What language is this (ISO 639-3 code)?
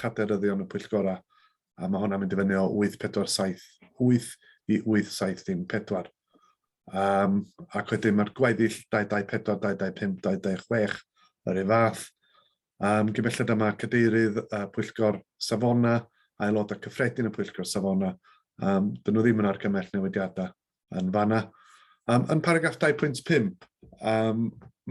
cym